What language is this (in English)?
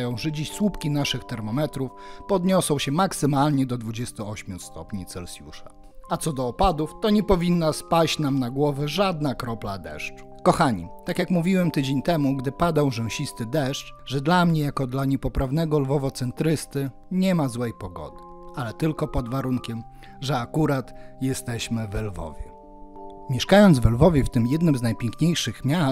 Polish